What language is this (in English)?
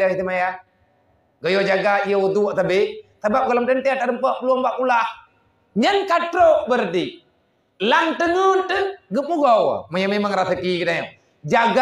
Achinese